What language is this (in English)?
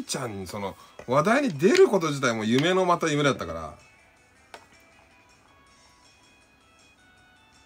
Japanese